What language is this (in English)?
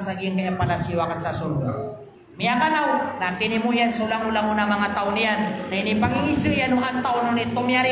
Maranao